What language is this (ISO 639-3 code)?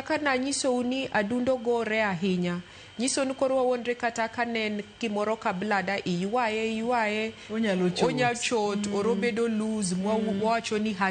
luo